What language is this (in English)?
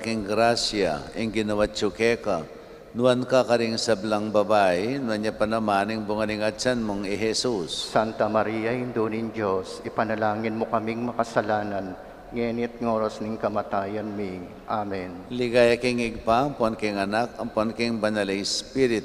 Pampanga